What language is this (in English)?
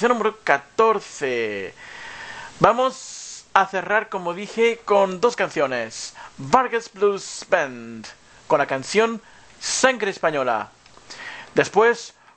Spanish